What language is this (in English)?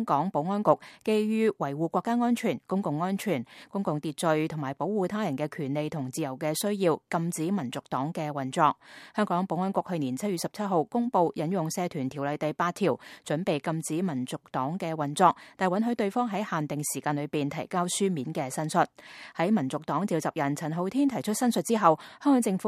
Cantonese